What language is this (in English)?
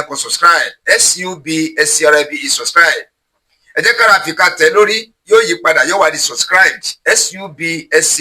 Yoruba